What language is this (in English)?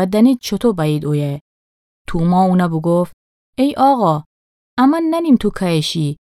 Gilaki